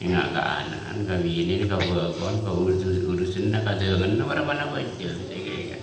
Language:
Madurese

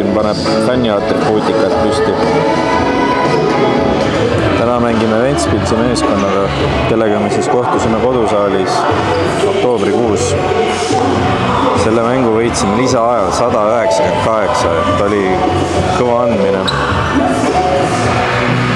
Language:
Estonian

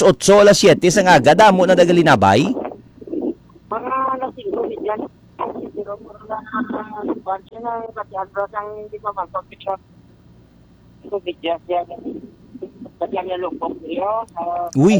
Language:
Hiligaynon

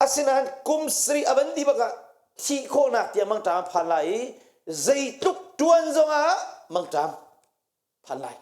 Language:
Hakha Chin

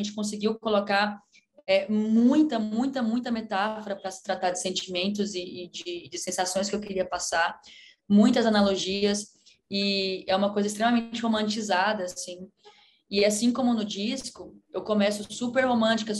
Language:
Portuguese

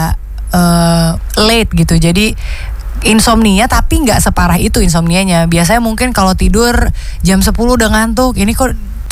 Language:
Indonesian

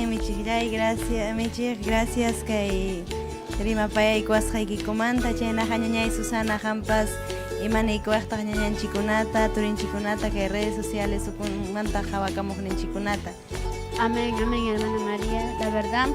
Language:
Ayacucho Quechua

